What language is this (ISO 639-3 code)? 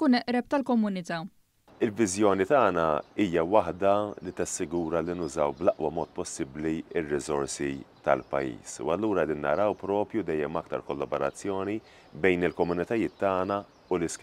mlt